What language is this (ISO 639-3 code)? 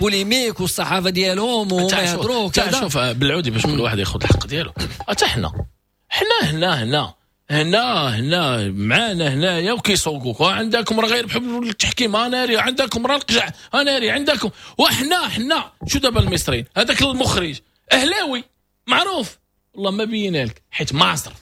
ary